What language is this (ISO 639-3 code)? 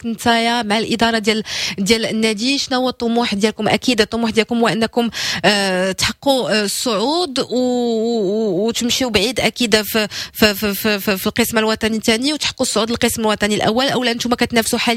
ary